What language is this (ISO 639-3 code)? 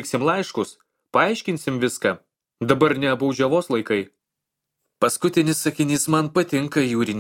lit